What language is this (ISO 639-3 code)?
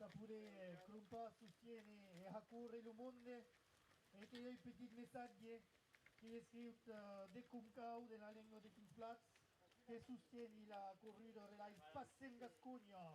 oci